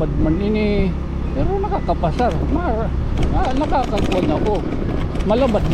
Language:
Waray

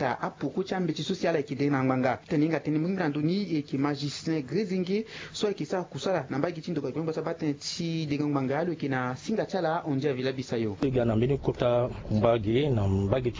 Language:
Sango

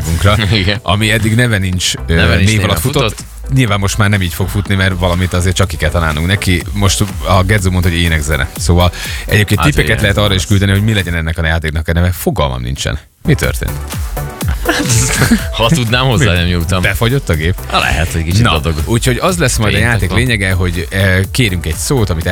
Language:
Hungarian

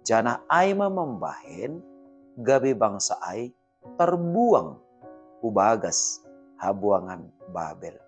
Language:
Batak Simalungun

